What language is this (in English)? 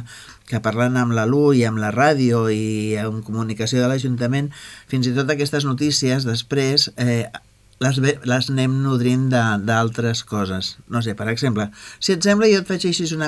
Catalan